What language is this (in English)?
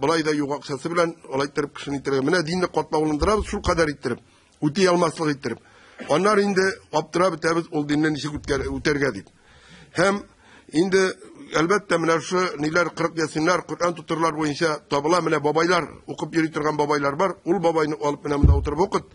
Tatar